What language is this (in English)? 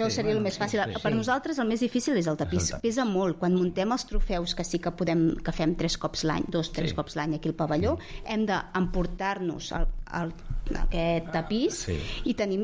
Catalan